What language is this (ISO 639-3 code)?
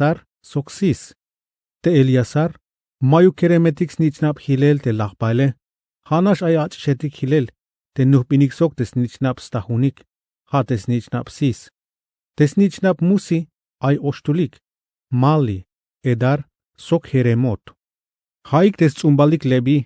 tzh